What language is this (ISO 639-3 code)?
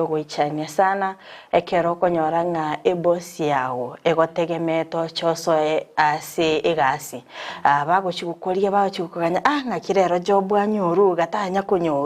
guz